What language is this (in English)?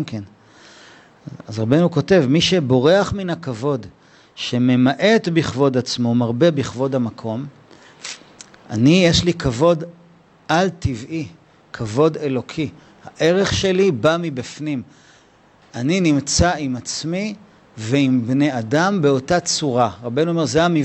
Hebrew